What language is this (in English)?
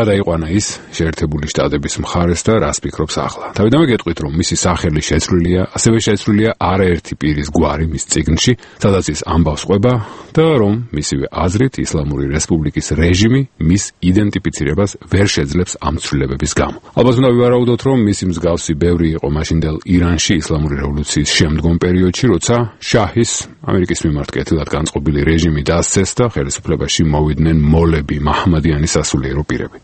Georgian